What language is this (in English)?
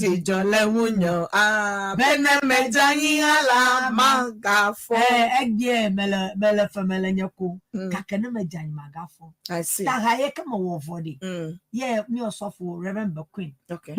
Ewe